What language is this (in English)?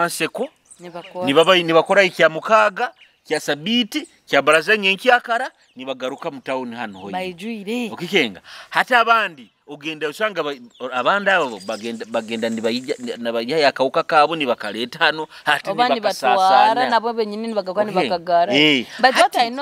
Nyoro